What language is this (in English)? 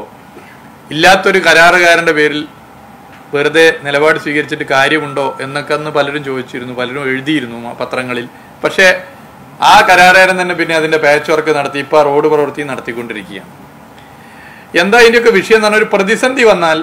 Malayalam